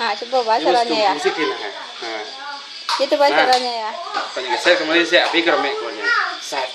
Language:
Minangkabau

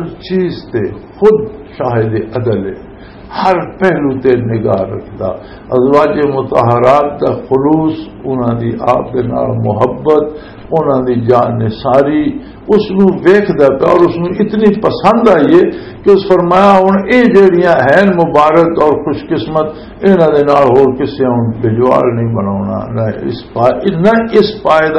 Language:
Western Panjabi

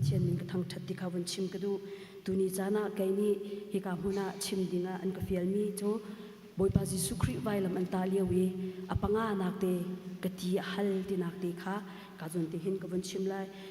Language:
Hakha Chin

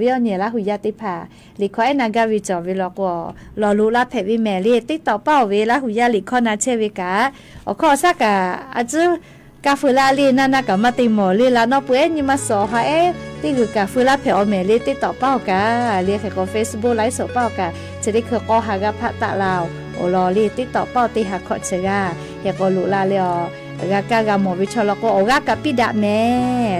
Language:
Lahu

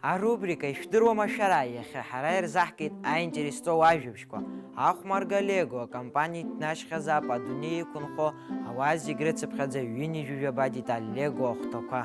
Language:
Abkhazian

